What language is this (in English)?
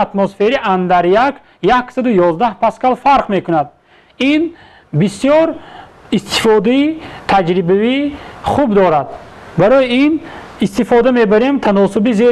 Tajik